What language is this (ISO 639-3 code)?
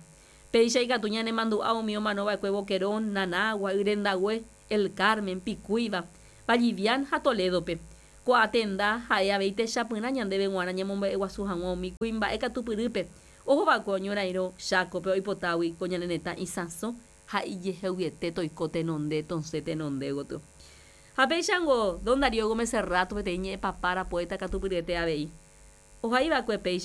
grn